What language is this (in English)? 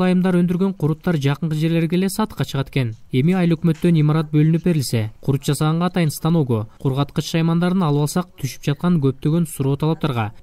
Kyrgyz